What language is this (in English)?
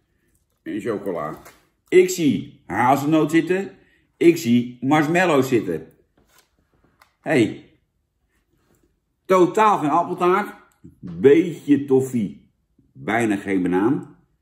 Dutch